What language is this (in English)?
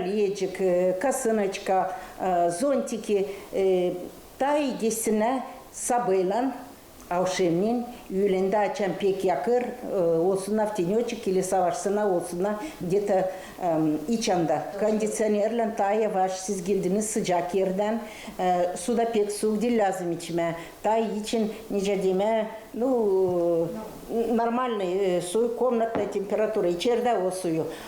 Gagauz